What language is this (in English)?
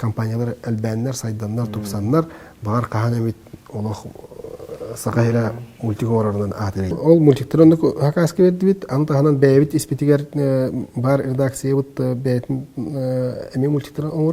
Yakut